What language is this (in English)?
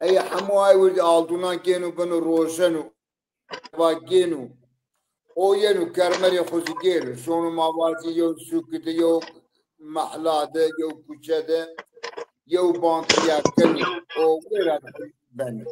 Zaza